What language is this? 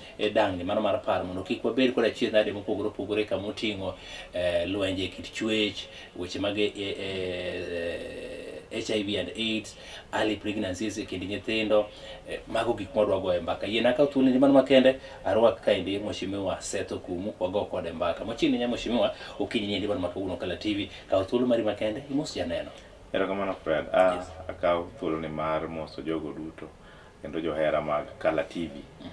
Luo (Kenya and Tanzania)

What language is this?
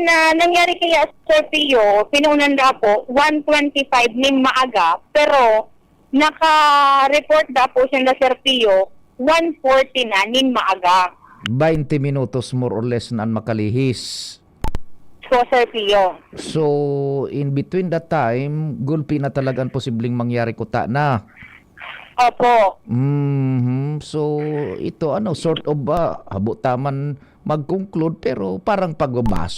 Bikol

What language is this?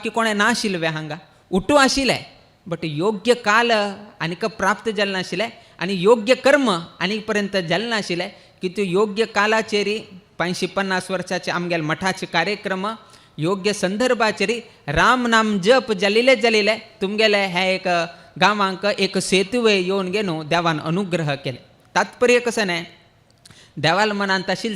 Konkani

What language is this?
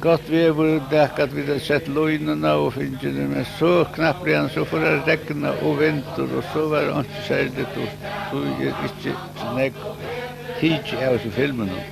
Faroese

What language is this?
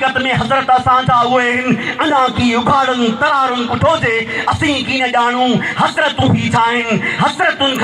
Sindhi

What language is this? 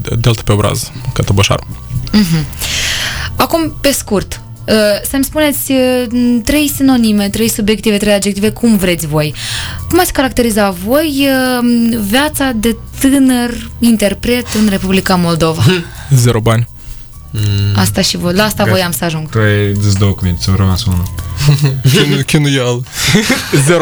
Romanian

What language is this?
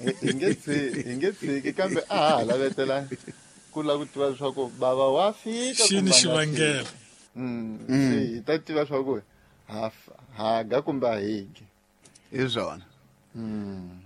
Tsonga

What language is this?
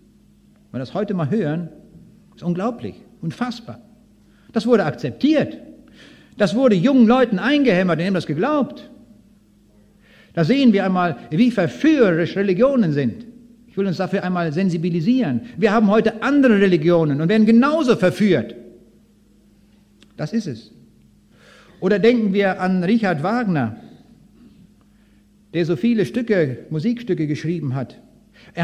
German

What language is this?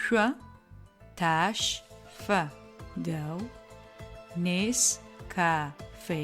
Adyghe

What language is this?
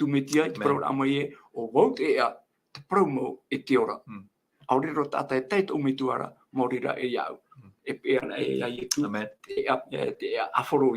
Tahitian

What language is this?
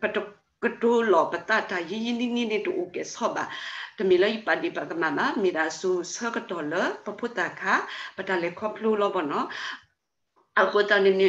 S'gaw Karen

